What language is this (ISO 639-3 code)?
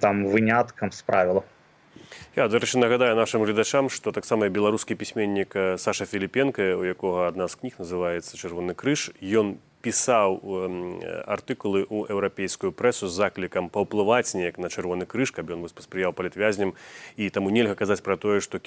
bel